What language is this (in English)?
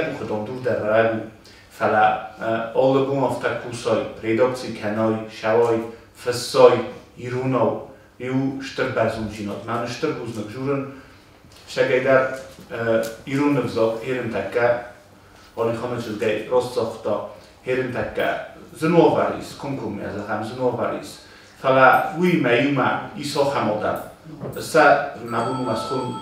Ossetic